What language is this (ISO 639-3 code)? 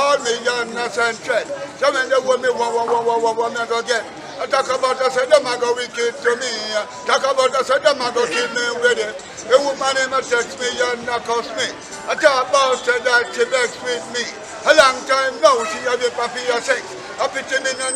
jam